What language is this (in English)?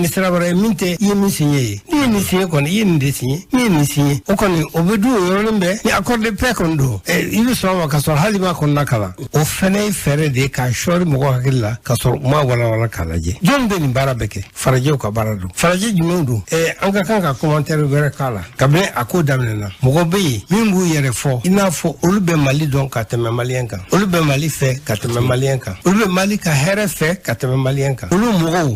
Bambara